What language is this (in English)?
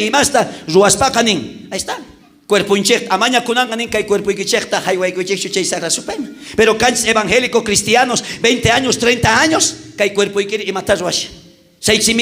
South Bolivian Quechua